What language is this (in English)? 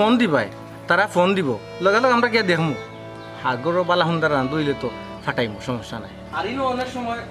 Sylheti